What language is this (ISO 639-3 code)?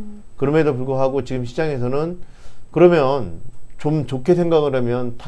kor